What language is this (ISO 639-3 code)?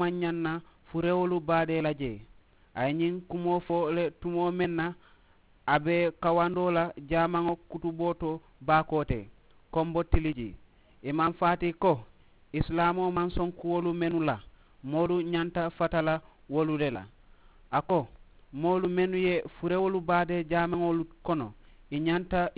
man